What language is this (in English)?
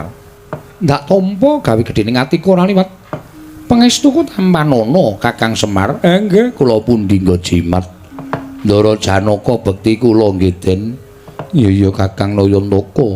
Javanese